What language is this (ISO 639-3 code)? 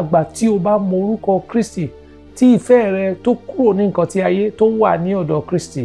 yor